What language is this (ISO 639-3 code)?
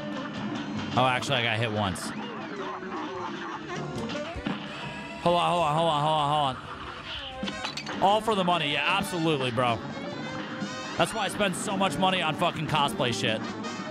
eng